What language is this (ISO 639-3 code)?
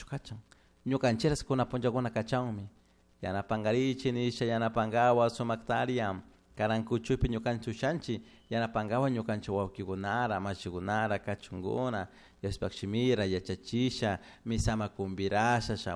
qug